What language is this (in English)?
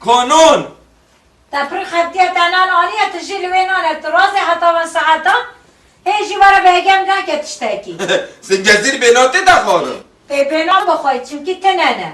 Kurdish